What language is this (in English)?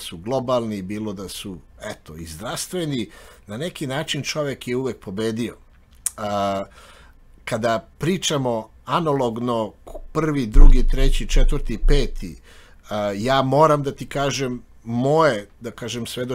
Serbian